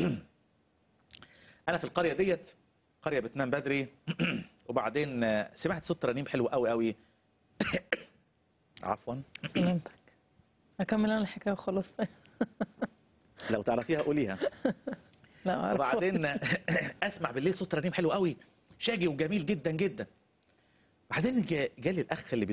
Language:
Egyptian Arabic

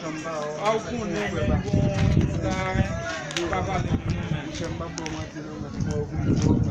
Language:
Haitian Creole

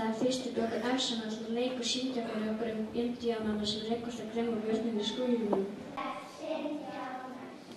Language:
Icelandic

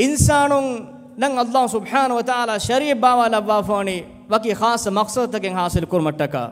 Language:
Divehi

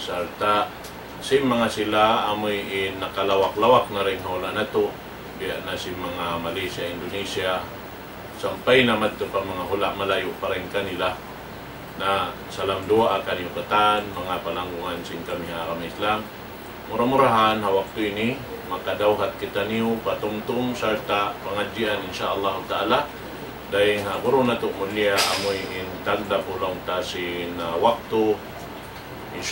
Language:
Tausug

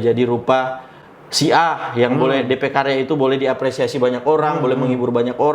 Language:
Manado Malay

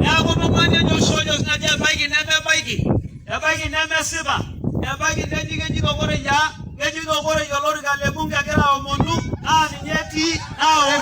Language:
Masai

